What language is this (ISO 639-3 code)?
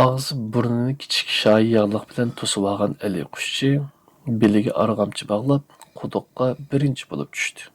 uig